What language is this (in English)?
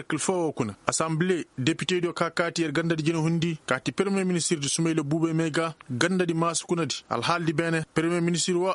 Koyraboro Senni